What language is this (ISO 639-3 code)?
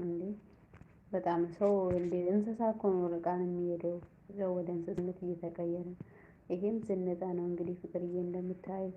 amh